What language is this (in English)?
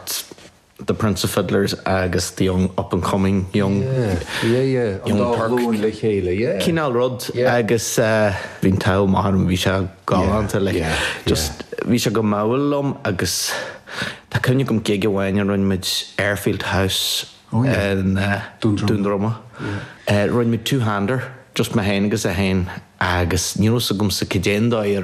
Irish